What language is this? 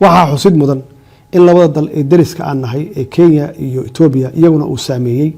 Somali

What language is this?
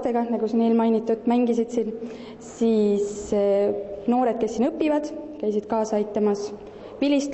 Estonian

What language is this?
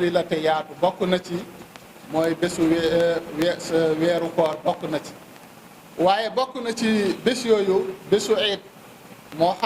Wolof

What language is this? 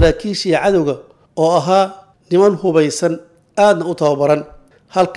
Somali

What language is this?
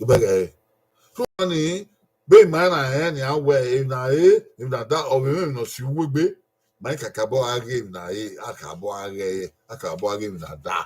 Bini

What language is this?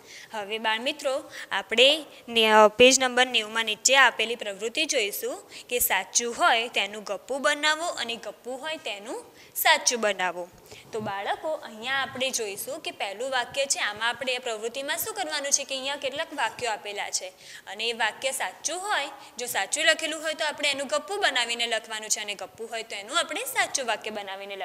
Gujarati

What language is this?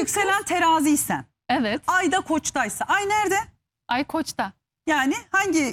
Turkish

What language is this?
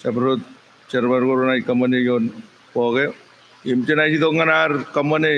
Marshallese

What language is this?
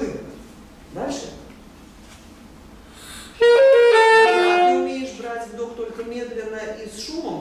Russian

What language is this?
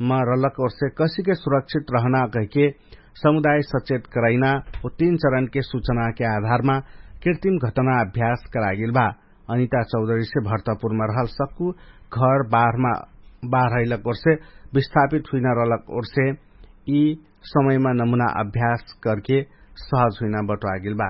Dangaura Tharu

